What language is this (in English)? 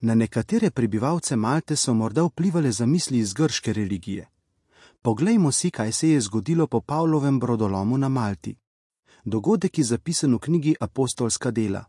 Slovenian